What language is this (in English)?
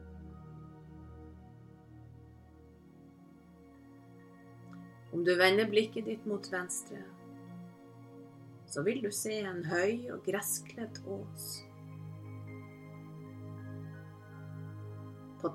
Norwegian